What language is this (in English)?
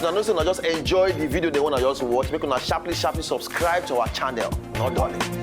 Nigerian Pidgin